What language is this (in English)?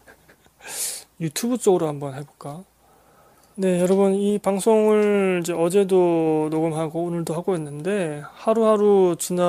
Korean